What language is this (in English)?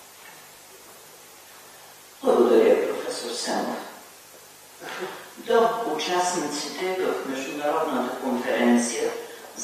Bulgarian